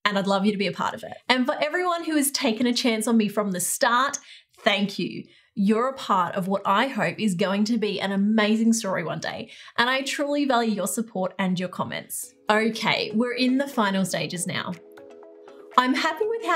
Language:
English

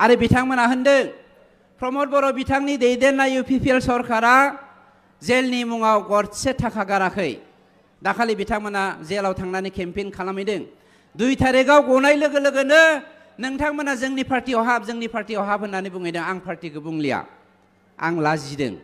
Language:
Bodo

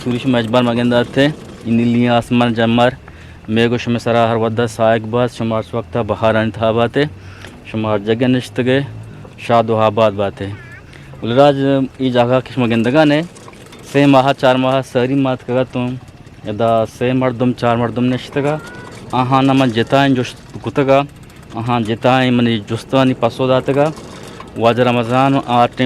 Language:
Eastern Balochi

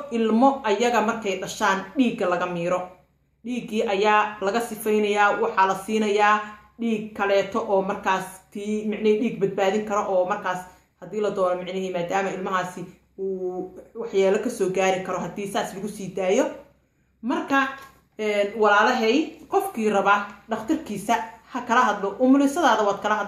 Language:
Somali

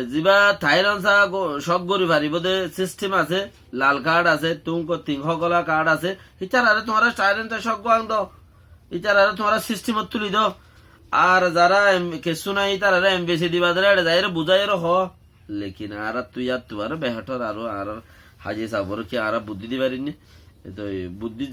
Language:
Rohingya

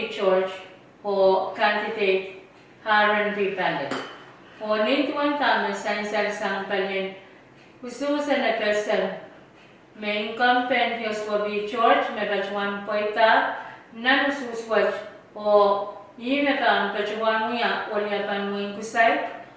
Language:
Pohnpeian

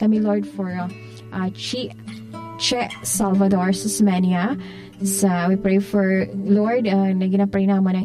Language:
Hiligaynon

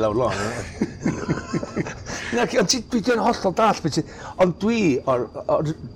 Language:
Welsh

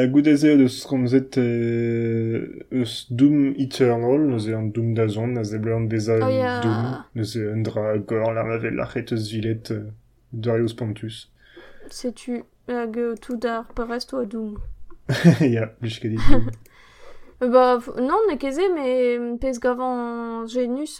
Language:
Breton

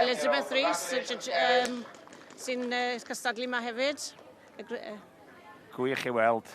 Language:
Welsh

